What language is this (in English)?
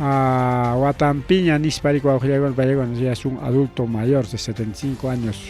Ayacucho Quechua